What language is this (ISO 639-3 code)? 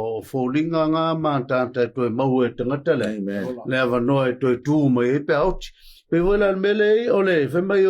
smo